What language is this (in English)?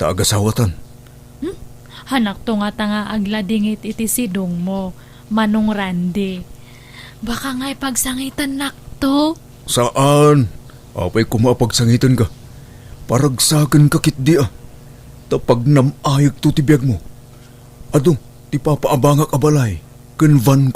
Iloko